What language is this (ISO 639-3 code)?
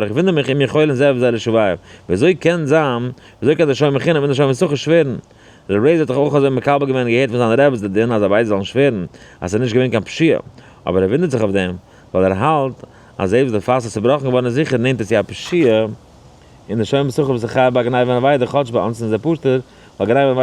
yid